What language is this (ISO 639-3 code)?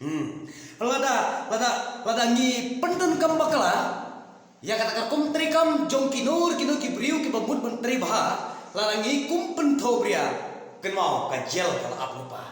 kha